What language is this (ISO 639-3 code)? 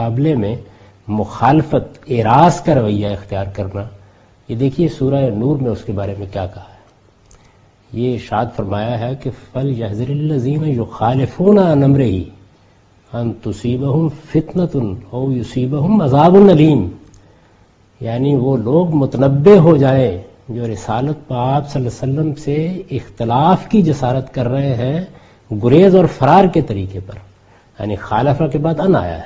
urd